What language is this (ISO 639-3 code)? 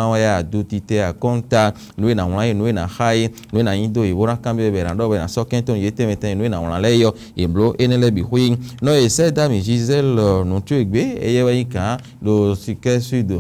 fon